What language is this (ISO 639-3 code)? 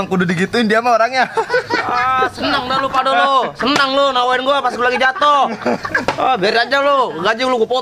bew